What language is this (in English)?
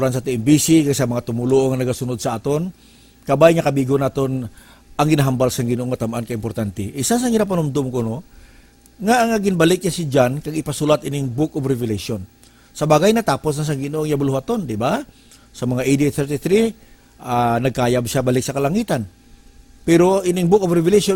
Hiligaynon